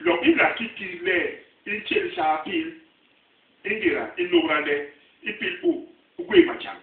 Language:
Basaa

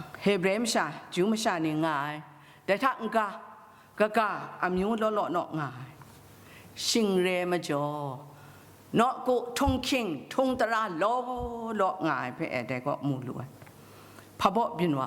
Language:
Kachin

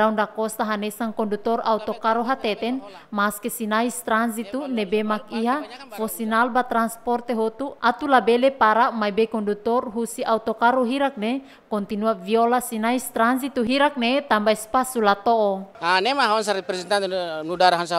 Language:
Tetum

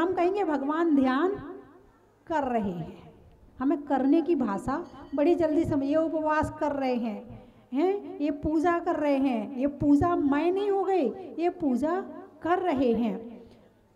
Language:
Hindi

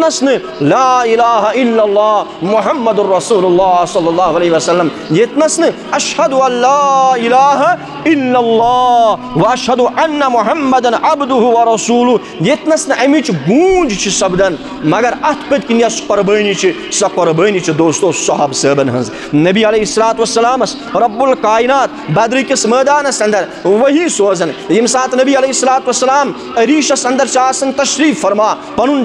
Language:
Kashmiri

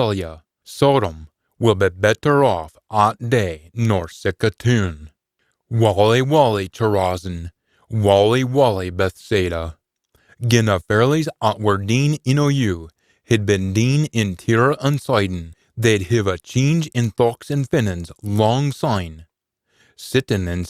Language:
Scots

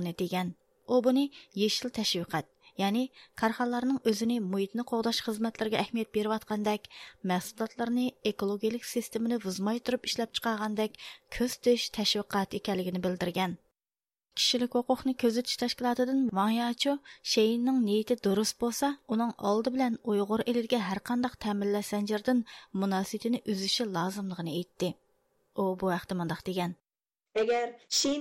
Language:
Uyghur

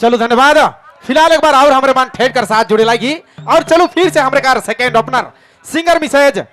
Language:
Sadri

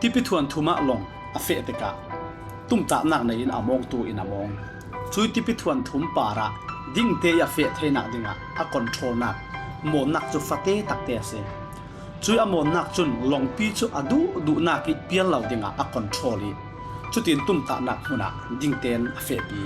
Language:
Falam Chin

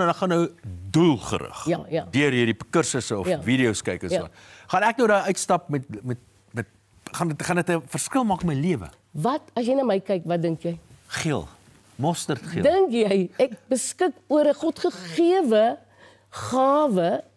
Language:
Afrikaans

